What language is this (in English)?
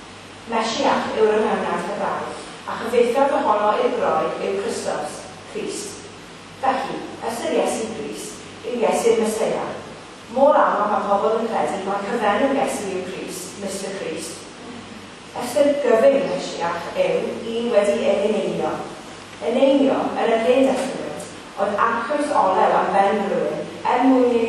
Welsh